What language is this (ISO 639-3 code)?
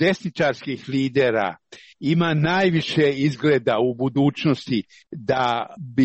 srp